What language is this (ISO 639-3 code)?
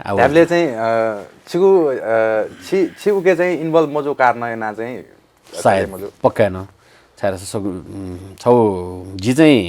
new